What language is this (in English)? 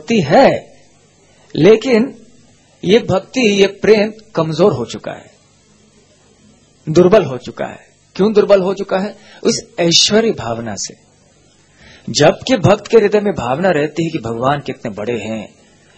Hindi